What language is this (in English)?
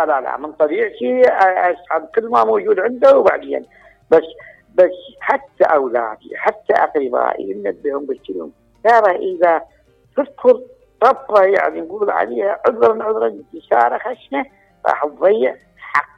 Mesopotamian Arabic